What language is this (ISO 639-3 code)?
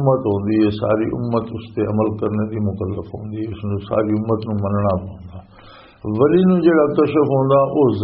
lah